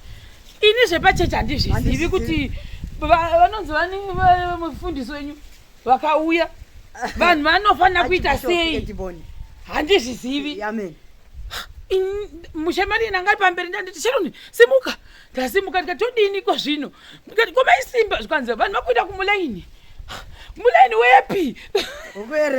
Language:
Shona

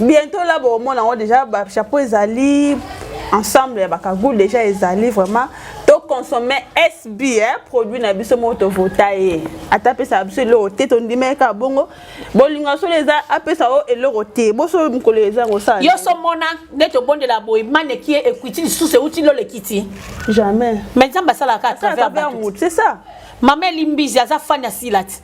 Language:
Lingala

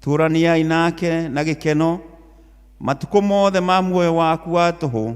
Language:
Kikuyu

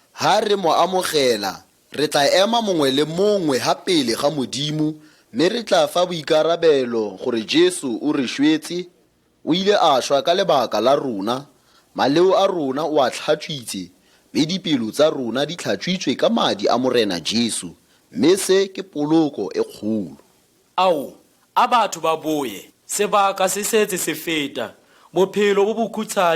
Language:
Tswana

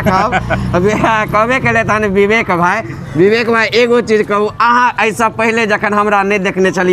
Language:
Maithili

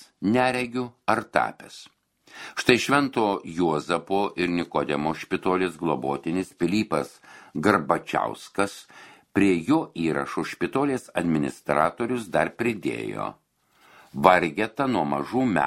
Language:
Lithuanian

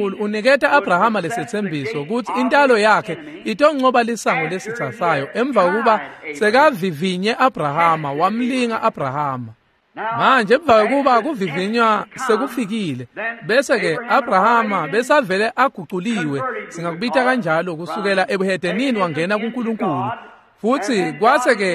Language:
Swati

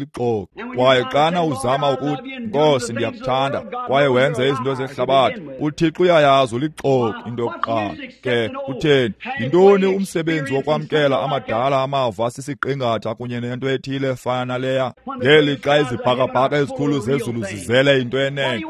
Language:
Xhosa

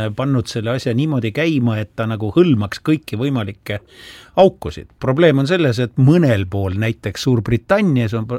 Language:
Estonian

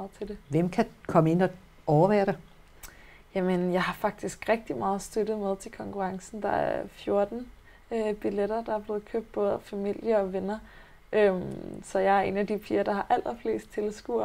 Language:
Danish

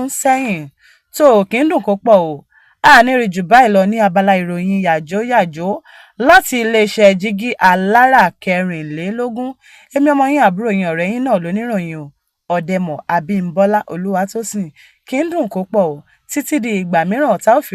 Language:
Yoruba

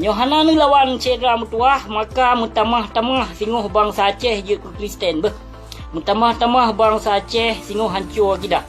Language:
Achinese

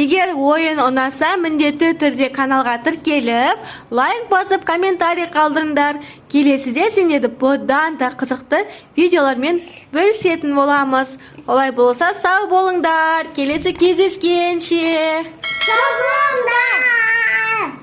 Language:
Kazakh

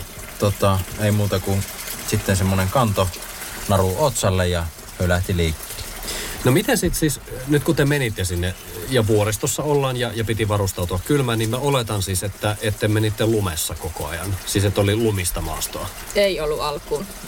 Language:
Finnish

